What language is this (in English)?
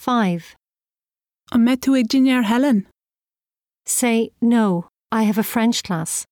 Irish